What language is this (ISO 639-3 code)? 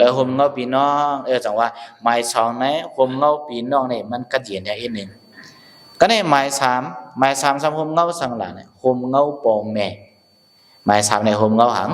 shn